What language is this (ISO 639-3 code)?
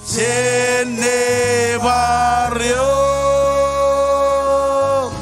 mah